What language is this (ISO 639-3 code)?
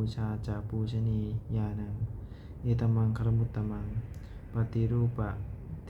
pli